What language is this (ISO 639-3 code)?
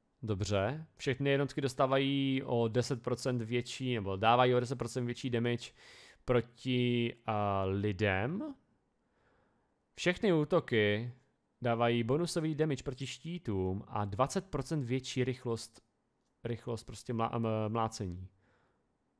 ces